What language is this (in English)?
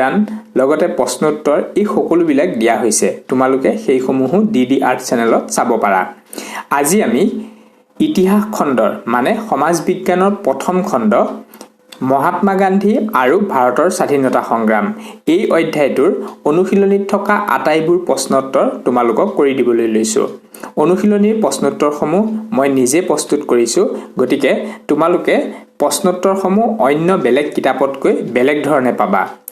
Assamese